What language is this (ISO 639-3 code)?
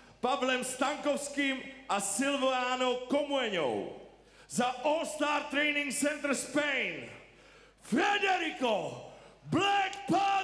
ces